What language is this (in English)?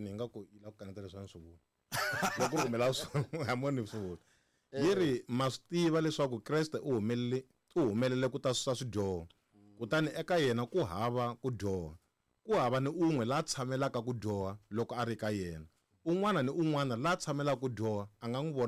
Tsonga